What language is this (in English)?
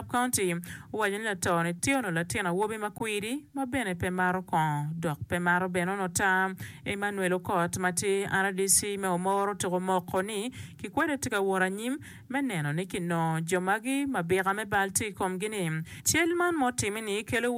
Acoli